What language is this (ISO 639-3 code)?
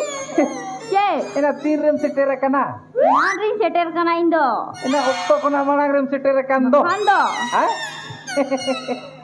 sat